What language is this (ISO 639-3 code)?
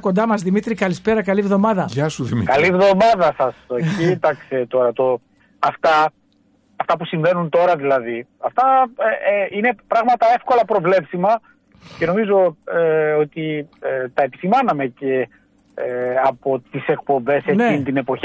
ell